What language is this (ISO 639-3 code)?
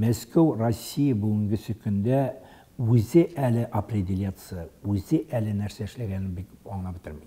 tat